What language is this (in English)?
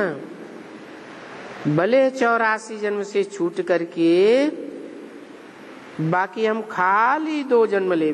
Hindi